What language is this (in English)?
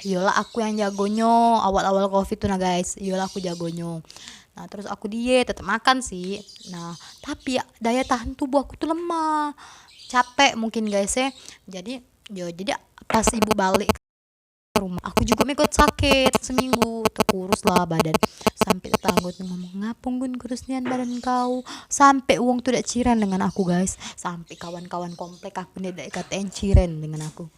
Musi